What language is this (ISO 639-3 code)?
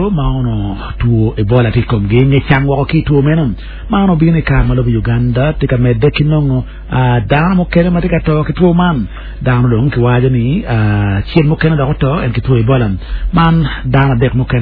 ach